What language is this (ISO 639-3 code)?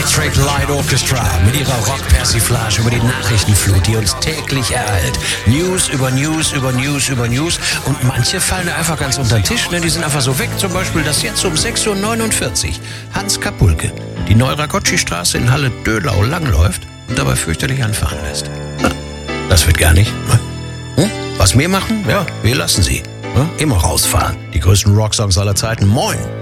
deu